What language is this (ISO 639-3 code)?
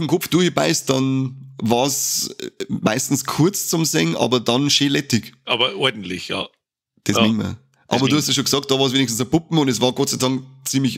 bar